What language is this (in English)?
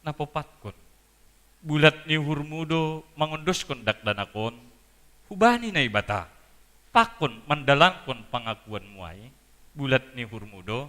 Batak Simalungun